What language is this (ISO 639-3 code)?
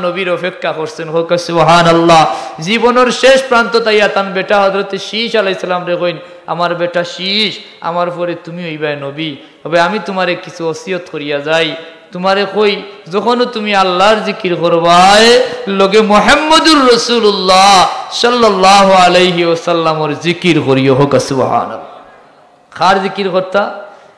syl